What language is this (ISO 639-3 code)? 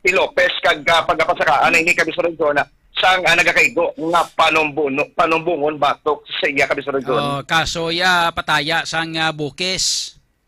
hil